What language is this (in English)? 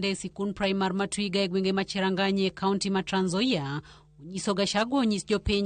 Luo (Kenya and Tanzania)